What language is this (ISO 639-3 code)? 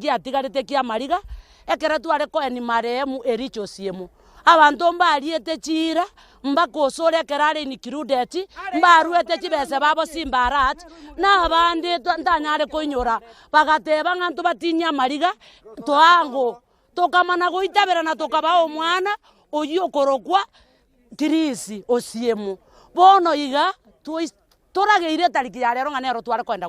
guz